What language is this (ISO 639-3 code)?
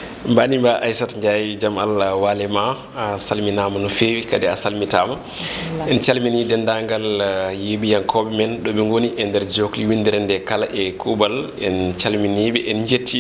ful